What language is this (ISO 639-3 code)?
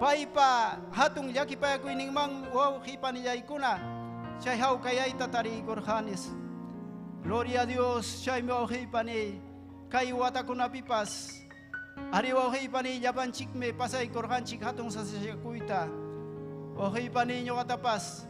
quy